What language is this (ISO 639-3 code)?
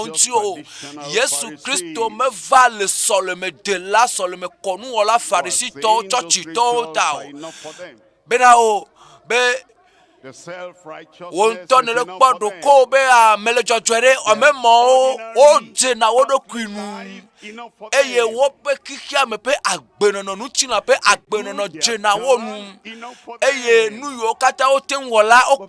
ewe